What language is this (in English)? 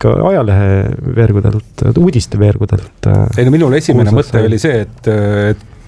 Estonian